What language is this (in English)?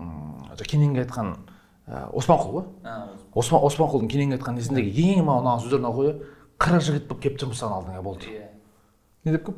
Kazakh